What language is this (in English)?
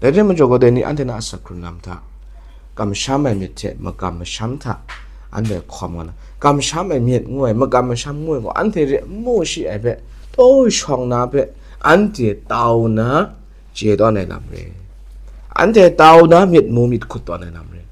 Kachin